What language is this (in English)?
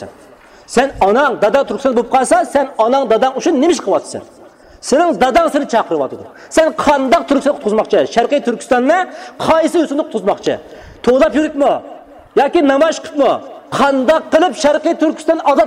Uyghur